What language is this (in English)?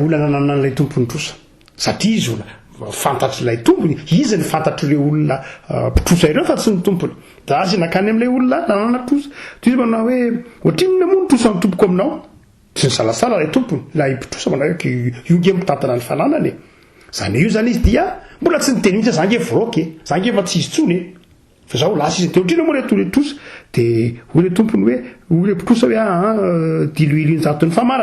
Malagasy